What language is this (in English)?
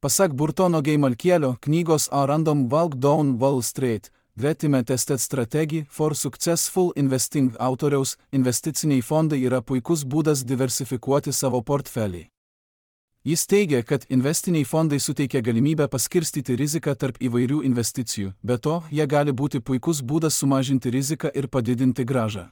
Lithuanian